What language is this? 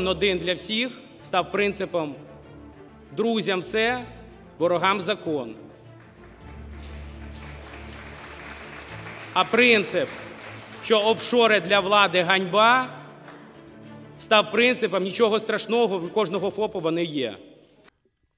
Ukrainian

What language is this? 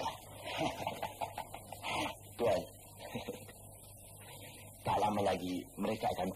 Malay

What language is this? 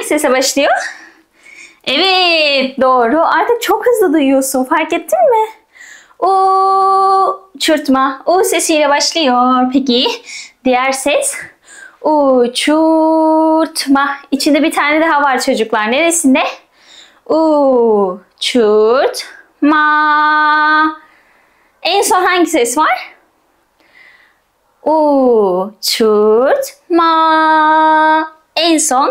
Turkish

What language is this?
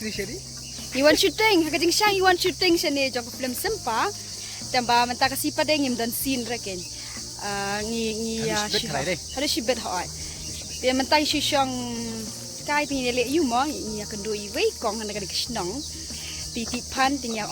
Khasi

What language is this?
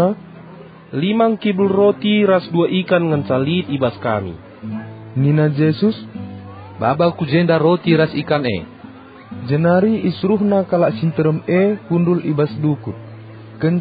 Batak Karo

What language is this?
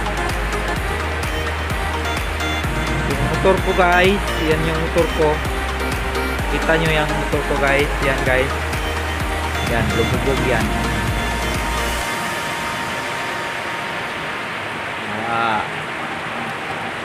Filipino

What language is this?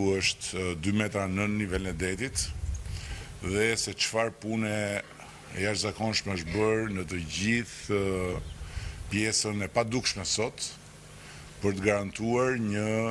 Albanian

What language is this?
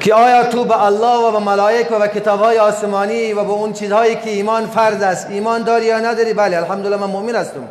Persian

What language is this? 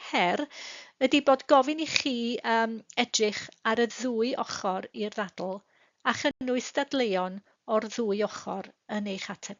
Welsh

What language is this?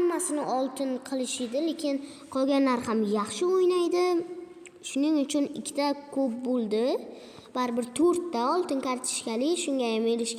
Uzbek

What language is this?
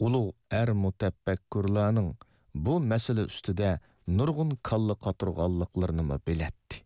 Uyghur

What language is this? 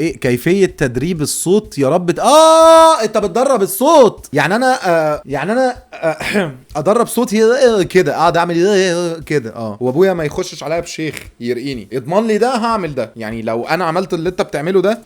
Egyptian Arabic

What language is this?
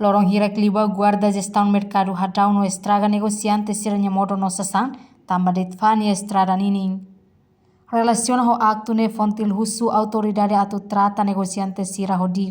Tetum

